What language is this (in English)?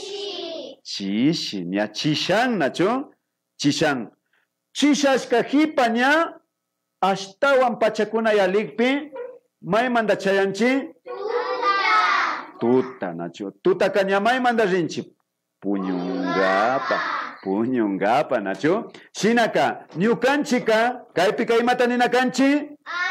Imbabura Highland Quichua